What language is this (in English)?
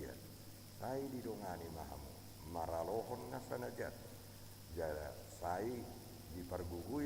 Batak Toba